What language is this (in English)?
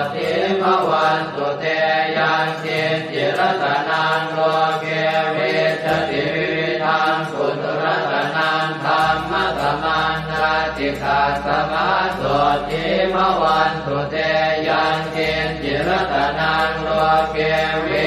Pali